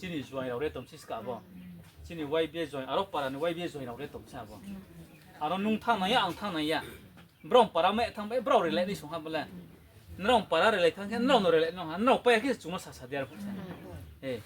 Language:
Riang (India)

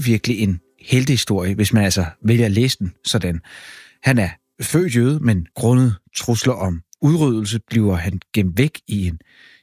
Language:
Danish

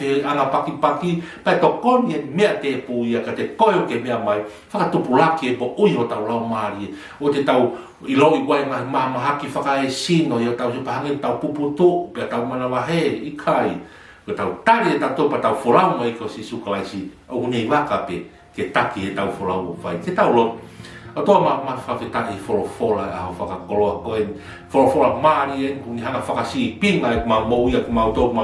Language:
Tongan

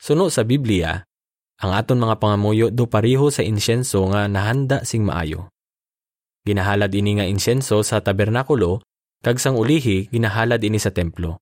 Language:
Hiligaynon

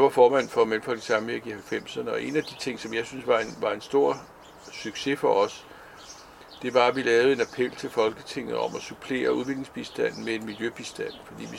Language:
Danish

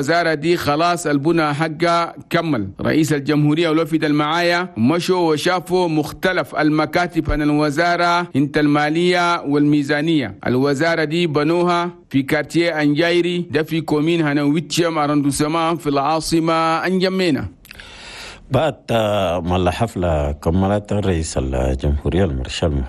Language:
Chadian Arabic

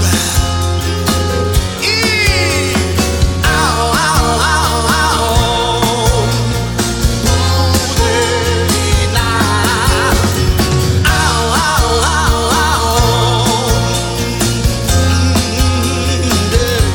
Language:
Ukrainian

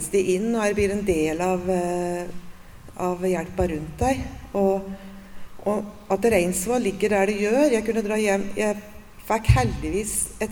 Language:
Norwegian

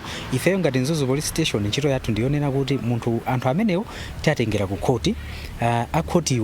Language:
Nyanja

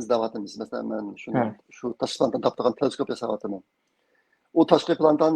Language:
Uyghur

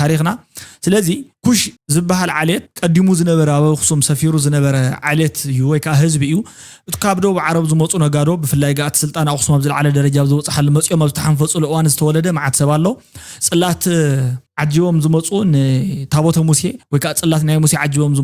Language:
Tigrinya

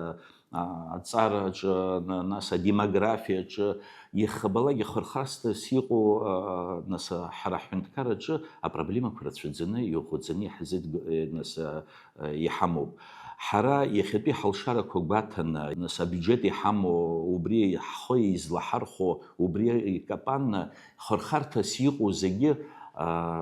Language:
Abkhazian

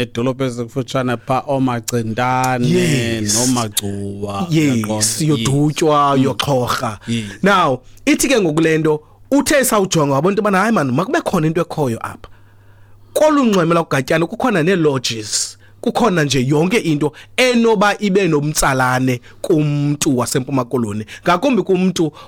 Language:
Xhosa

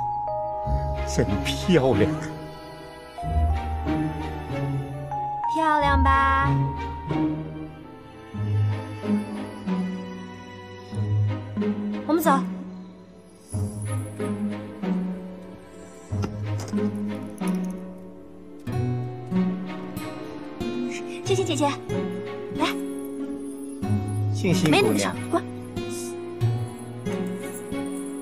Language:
Chinese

